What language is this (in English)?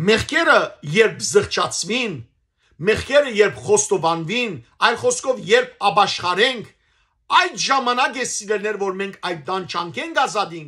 Western Armenian